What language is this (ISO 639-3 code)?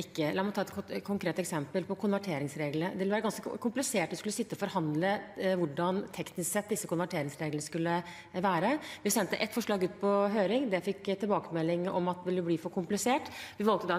nor